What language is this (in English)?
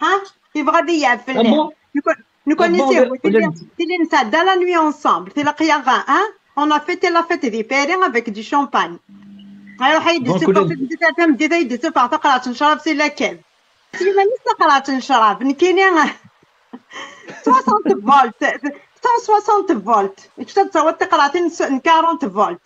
Kabyle